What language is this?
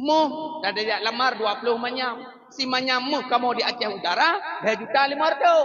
Achinese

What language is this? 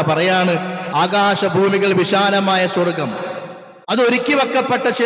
Malayalam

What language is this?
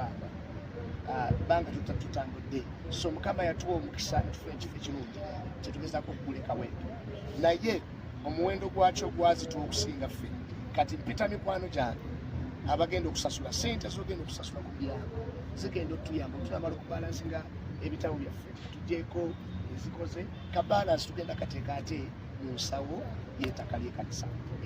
Ganda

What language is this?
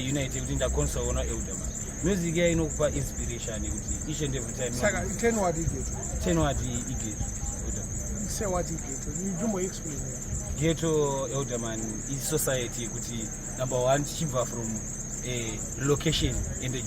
Shona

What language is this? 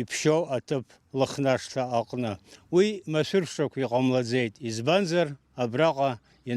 Abkhazian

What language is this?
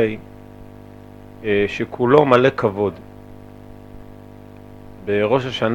Hebrew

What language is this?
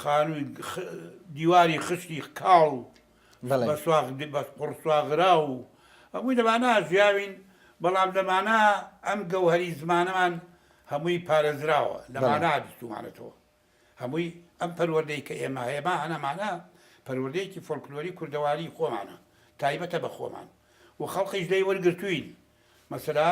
Central Kurdish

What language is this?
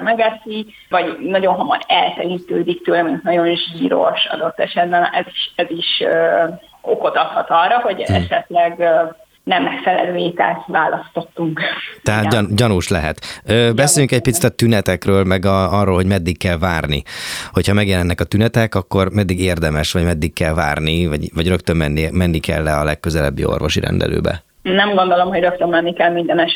Hungarian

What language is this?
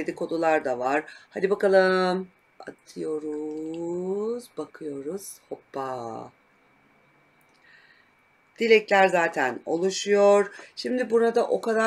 Turkish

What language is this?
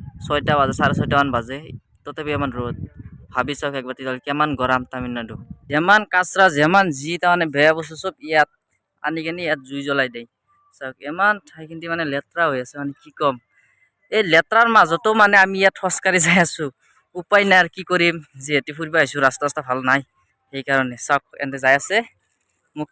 Assamese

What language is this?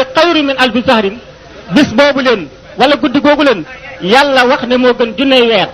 Wolof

